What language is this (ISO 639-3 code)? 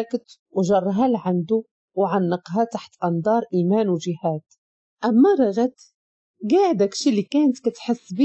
ary